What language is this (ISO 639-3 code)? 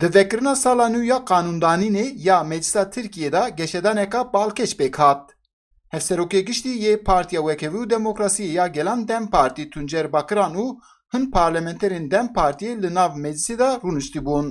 kur